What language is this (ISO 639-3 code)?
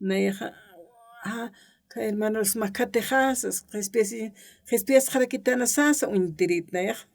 aym